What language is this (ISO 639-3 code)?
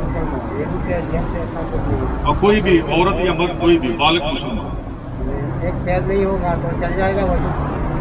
urd